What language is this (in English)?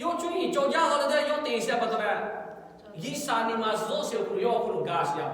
Lahu